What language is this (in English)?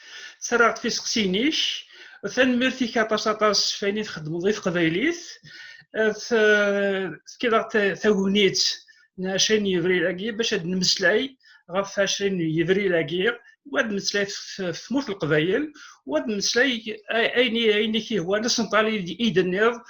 Kabyle